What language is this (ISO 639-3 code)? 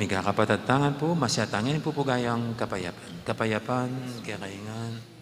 pam